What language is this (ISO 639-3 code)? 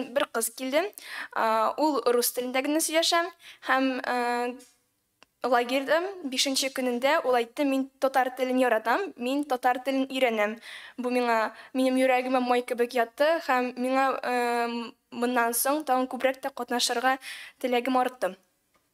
tat